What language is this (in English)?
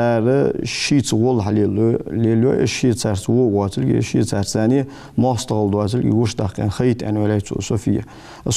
Ingush